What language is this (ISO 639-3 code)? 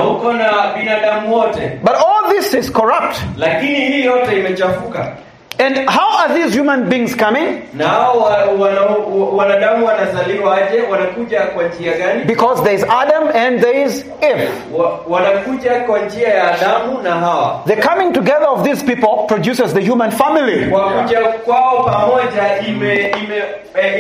swa